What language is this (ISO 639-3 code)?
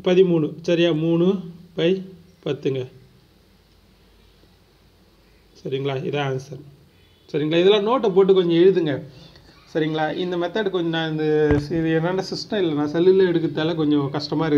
tam